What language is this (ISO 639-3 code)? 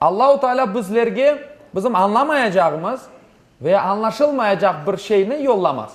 crh